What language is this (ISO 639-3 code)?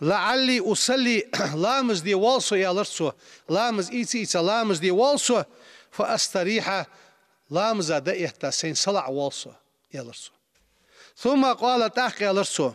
inh